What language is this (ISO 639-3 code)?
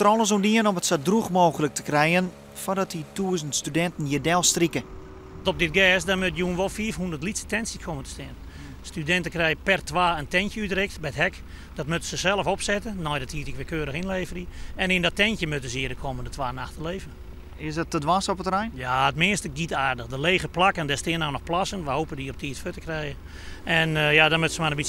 fry